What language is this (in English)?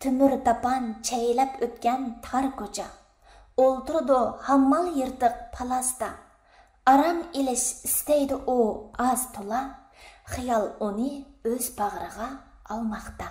Uyghur